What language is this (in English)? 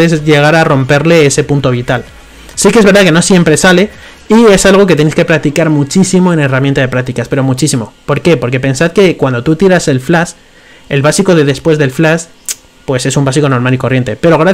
Spanish